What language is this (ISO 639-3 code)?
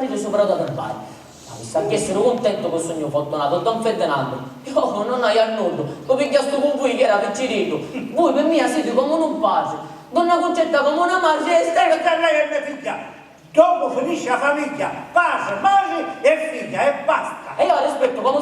scn